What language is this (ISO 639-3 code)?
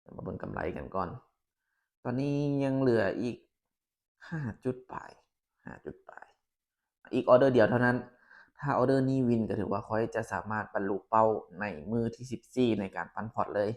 lao